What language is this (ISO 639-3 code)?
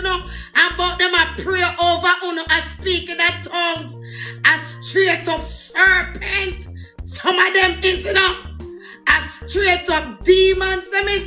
jam